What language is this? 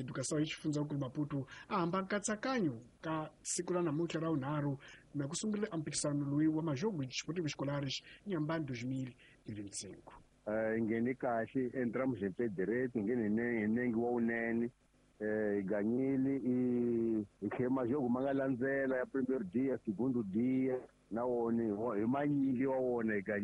Tsonga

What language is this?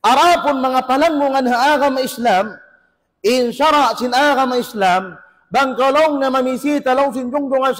Tausug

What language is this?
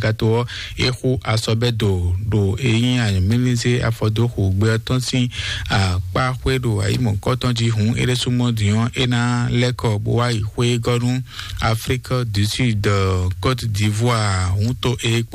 Fon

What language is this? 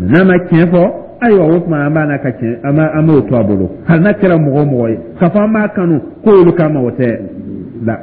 Dyula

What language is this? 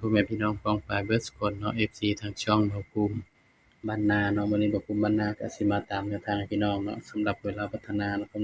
Northeastern Thai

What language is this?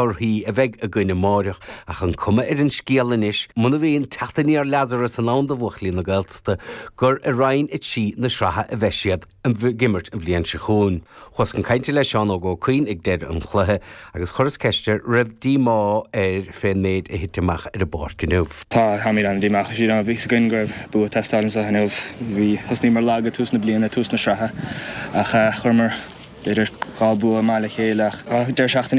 Irish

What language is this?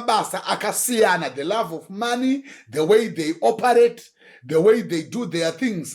Shona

